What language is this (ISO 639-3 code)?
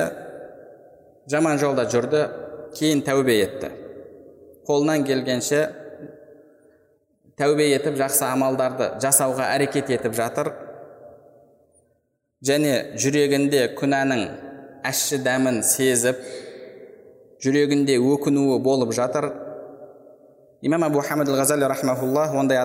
kaz